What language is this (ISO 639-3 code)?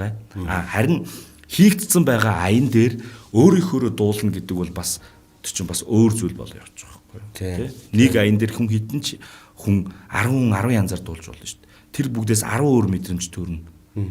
mon